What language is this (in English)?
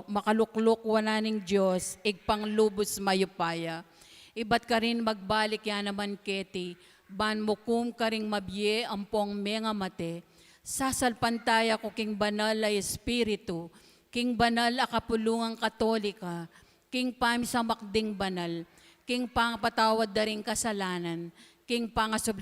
Pampanga